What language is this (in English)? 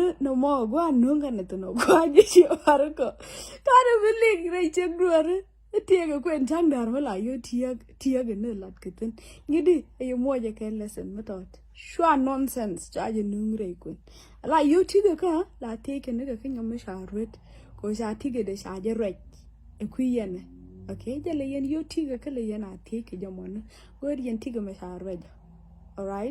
Nuer